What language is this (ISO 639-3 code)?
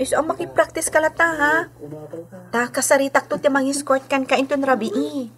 ilo